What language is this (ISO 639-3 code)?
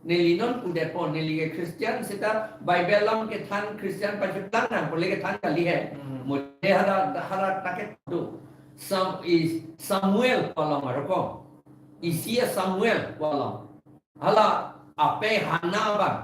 mjw